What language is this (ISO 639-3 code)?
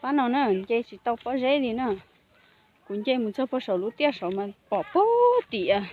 hmn